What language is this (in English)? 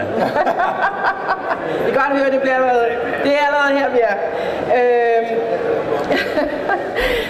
Danish